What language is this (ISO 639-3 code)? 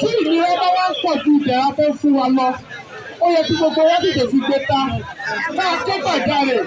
yor